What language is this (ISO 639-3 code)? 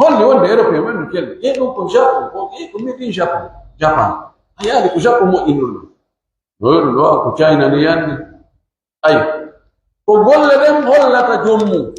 fuf